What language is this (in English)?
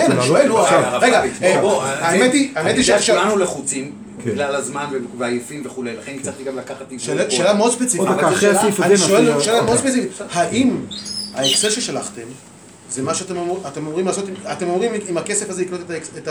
Hebrew